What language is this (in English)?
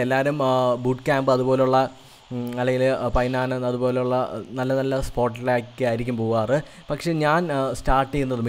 Malayalam